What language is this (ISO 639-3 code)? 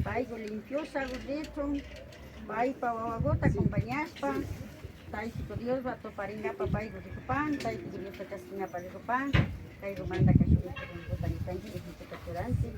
qvi